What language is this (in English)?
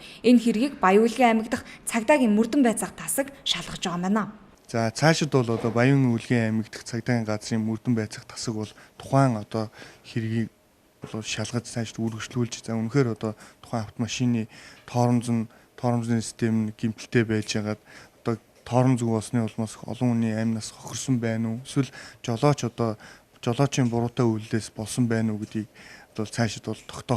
Mongolian